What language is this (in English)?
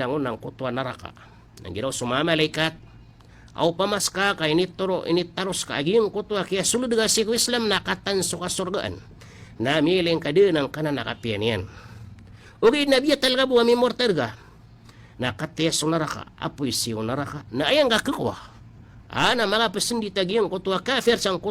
Maranao